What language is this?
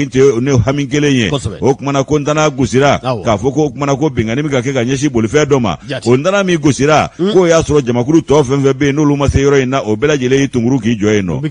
Bambara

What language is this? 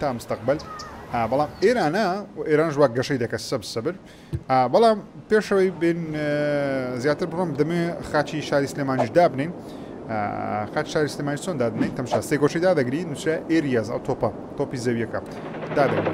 Central Kurdish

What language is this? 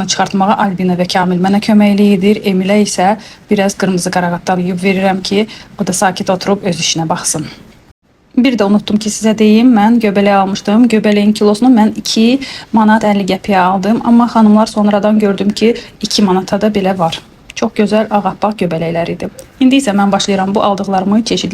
Azerbaijani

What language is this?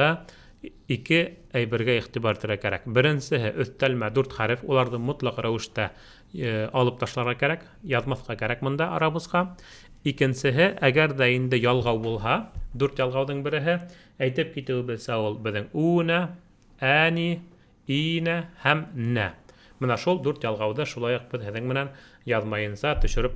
Bashkir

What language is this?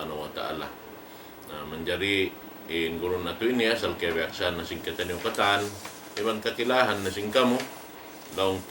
Tausug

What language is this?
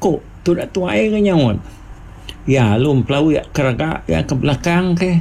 Iban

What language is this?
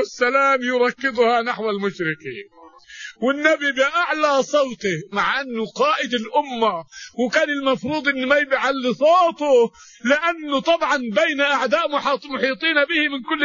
Arabic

